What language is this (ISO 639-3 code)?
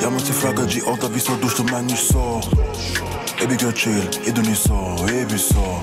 gsw